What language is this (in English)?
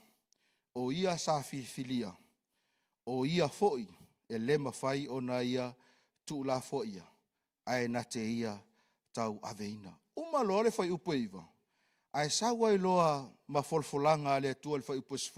Samoan